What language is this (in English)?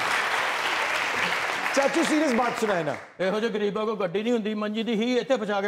Punjabi